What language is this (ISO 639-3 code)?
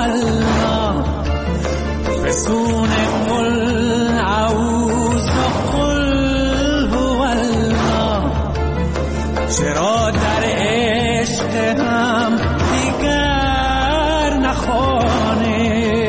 fas